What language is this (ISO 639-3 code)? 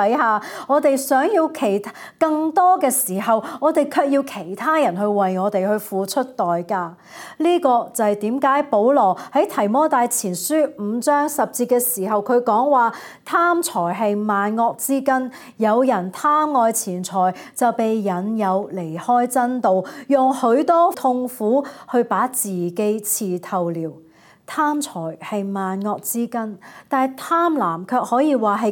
yue